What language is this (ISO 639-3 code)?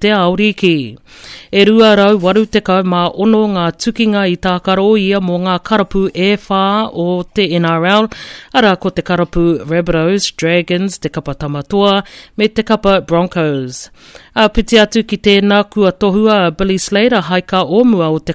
mri